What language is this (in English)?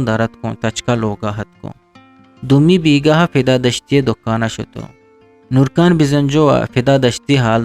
Eastern Balochi